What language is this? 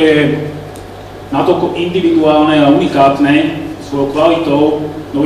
Slovak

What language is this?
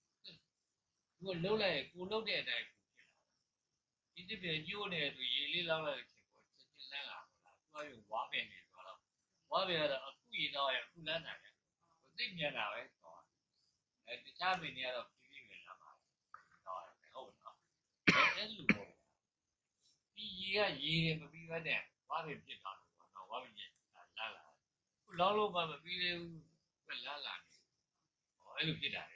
Burmese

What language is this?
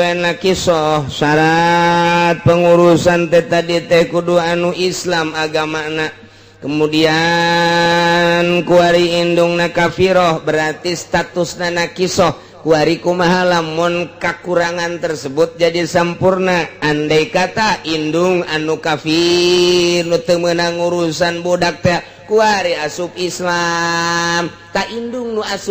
Sundanese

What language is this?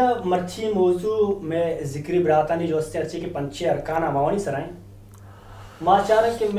Eastern Balochi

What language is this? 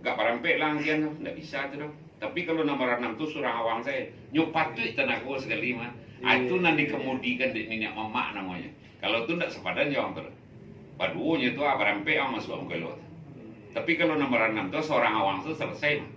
Minangkabau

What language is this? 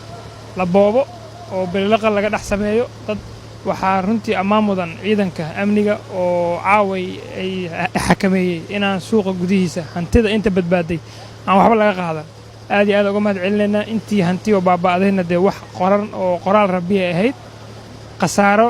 Somali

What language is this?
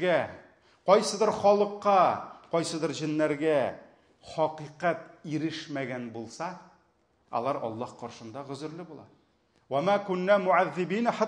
Tatar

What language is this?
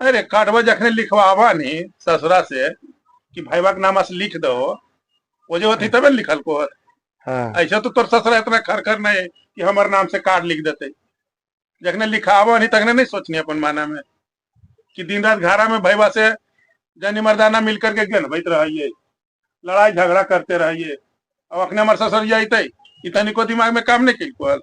Magahi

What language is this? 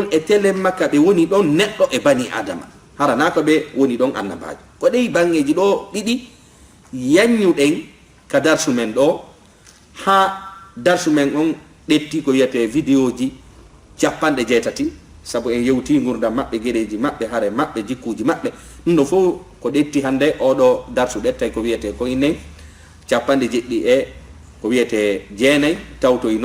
Fula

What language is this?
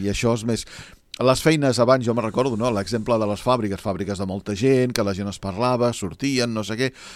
Catalan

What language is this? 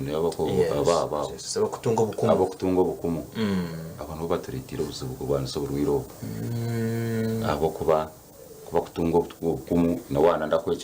Nyankole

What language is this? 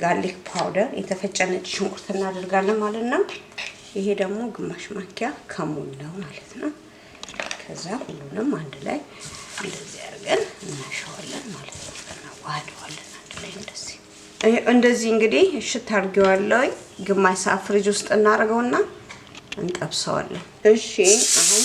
Amharic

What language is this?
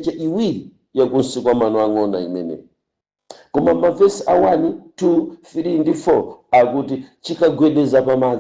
Nyanja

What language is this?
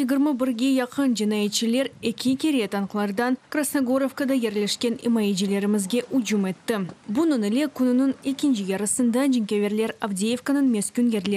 Crimean Tatar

